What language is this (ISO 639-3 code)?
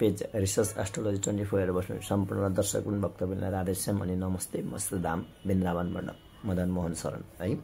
nep